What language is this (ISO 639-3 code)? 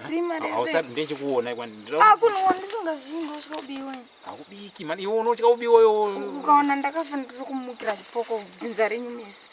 sna